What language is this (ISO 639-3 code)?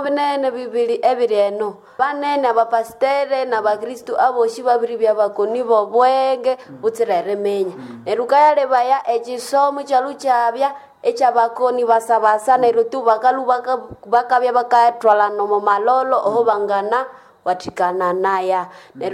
nnb